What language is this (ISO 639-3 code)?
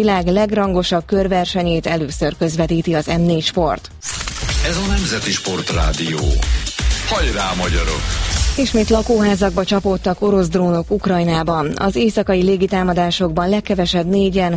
hun